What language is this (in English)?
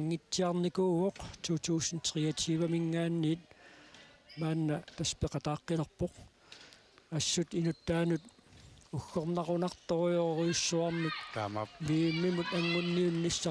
Kalaallisut